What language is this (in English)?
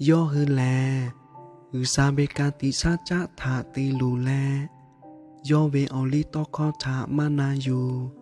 Lahu